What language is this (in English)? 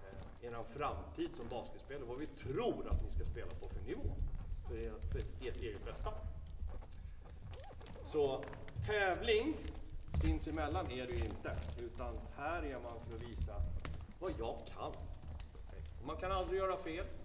Swedish